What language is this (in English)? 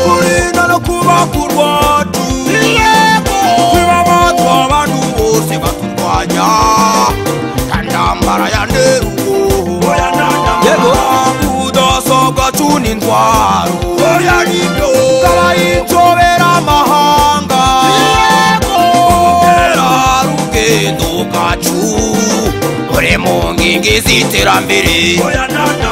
Kinyarwanda